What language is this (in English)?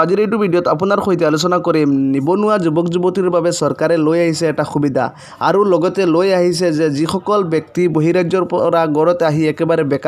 Assamese